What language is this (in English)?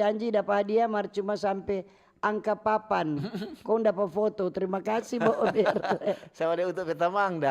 Manado Malay